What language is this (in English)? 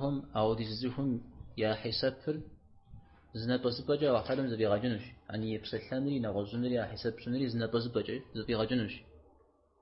Kabardian